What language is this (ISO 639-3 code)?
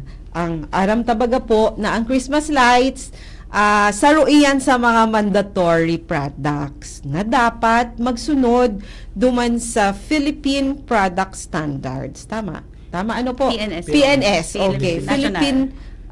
bik